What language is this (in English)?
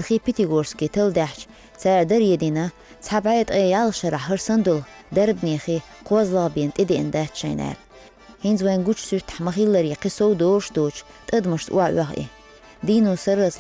Chechen